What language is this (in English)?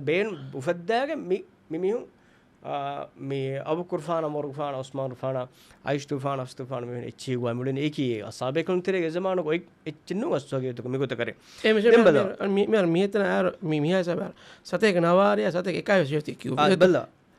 Divehi